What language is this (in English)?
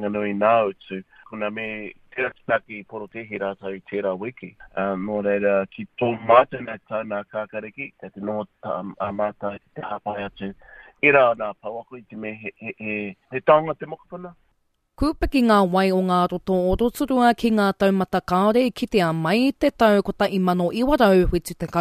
Māori